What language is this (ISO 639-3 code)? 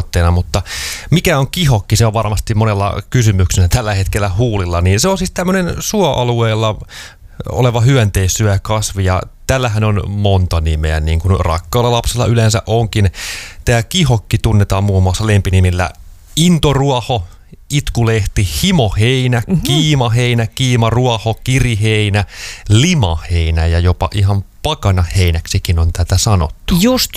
fin